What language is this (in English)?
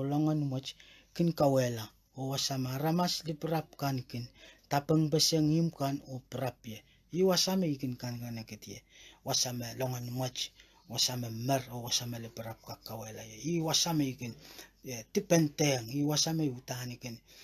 Pohnpeian